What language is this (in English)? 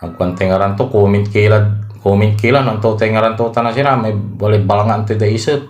Pangasinan